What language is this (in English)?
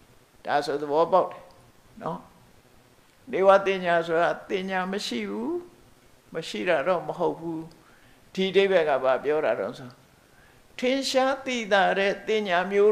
Burmese